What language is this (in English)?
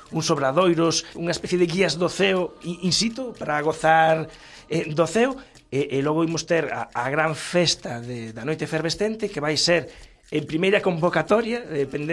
Galician